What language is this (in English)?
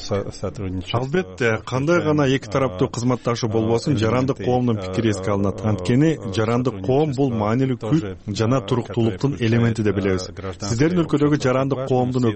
Kyrgyz